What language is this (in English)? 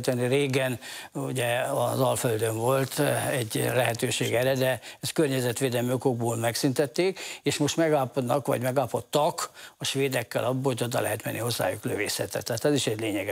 Hungarian